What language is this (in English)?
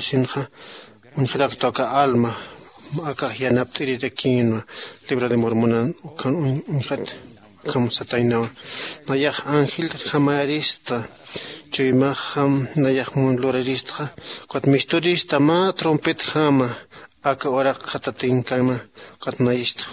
Aymara